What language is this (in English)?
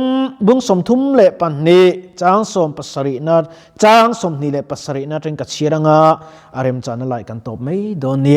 Mizo